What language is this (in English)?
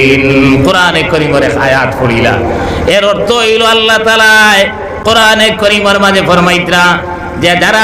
Sylheti